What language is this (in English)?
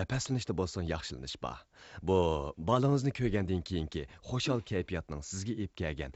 Uyghur